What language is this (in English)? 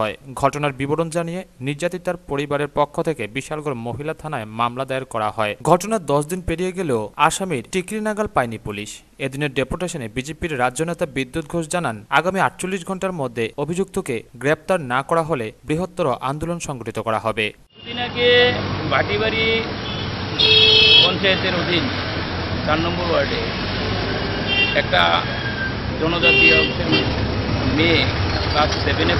Bangla